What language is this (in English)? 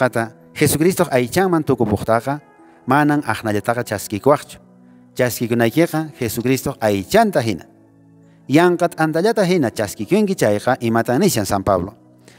Quechua